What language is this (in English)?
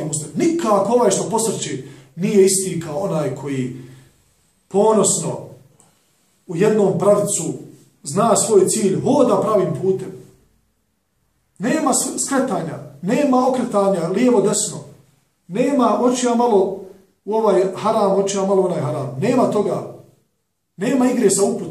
Bosnian